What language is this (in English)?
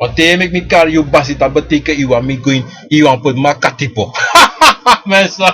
Sranan Tongo